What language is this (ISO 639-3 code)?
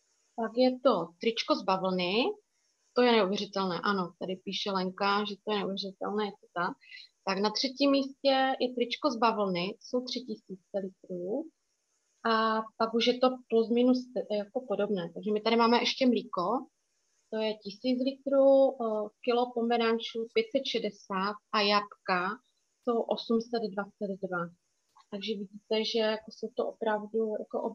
ces